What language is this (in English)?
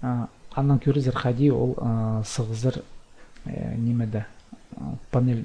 Khakas